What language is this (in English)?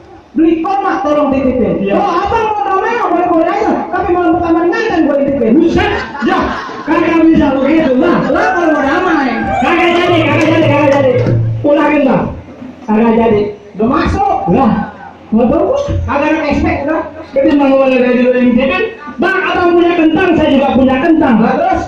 Betawi